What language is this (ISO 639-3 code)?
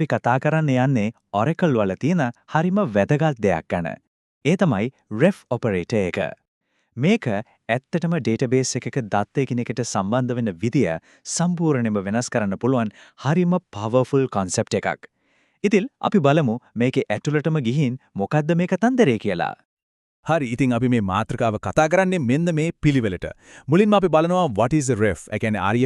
sin